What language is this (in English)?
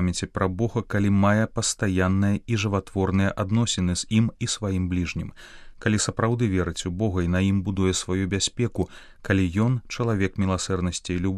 Belarusian